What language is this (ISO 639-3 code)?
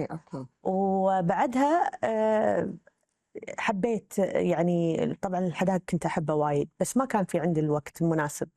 afb